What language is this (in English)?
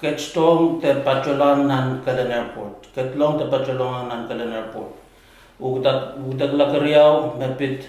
Pohnpeian